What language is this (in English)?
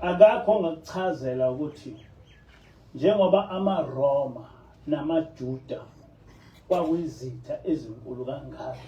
Zulu